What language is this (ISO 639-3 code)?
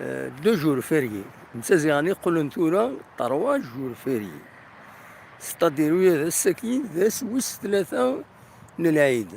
kab